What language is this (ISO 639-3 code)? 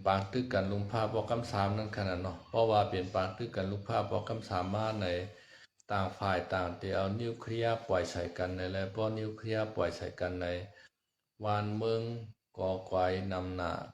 shn